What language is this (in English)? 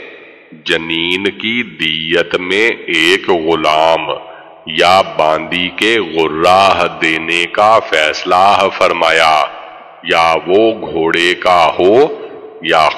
Urdu